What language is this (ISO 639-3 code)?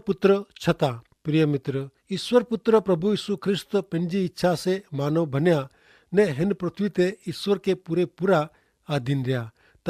kfr